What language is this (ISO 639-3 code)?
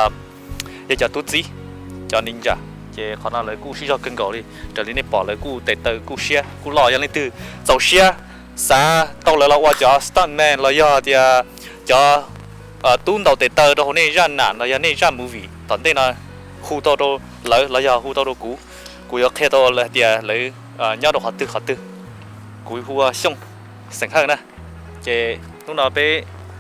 hmn